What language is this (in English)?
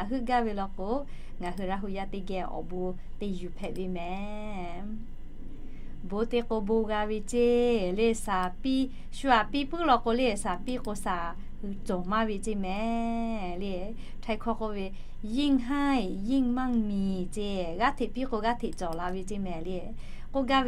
Lahu